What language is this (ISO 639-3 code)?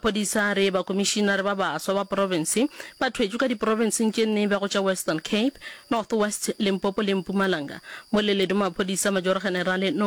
nso